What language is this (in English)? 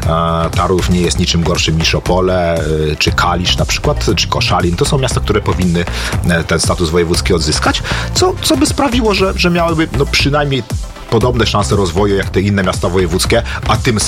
Polish